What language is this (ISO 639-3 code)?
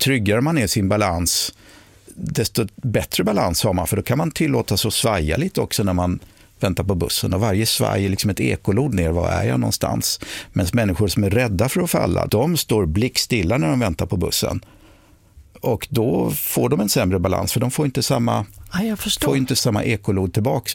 swe